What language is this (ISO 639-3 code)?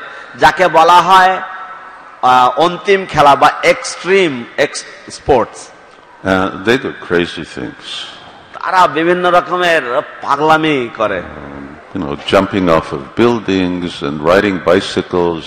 ben